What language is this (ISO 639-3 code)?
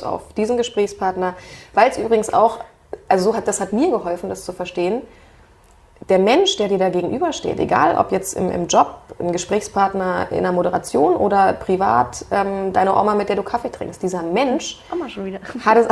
deu